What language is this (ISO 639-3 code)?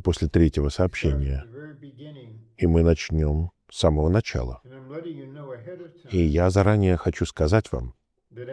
rus